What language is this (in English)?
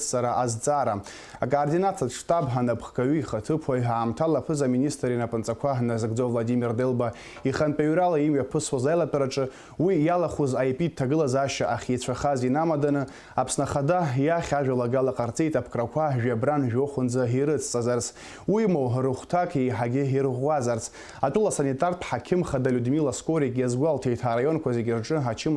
Abkhazian